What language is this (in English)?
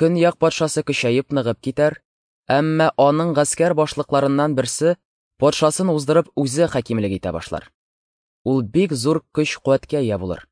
Tatar